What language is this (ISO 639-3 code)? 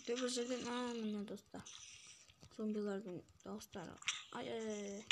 kaz